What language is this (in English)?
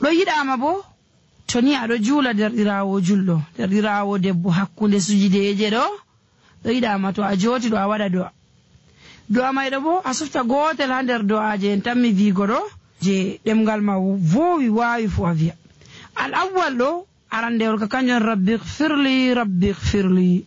Nigerian Fulfulde